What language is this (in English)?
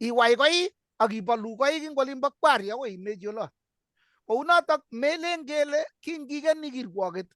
Kalenjin